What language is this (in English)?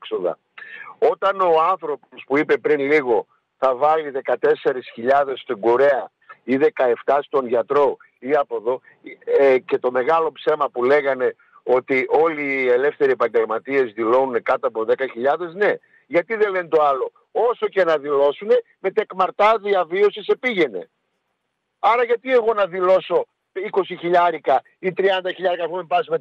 Greek